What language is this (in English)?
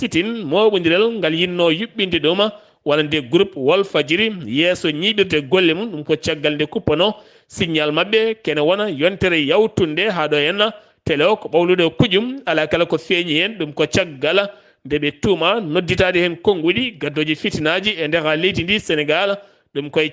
Fula